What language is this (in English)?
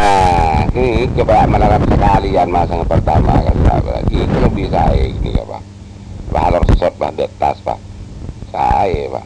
Madurese